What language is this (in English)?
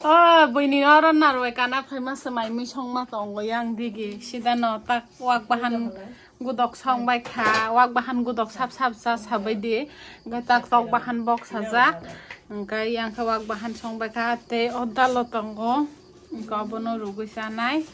Kok Borok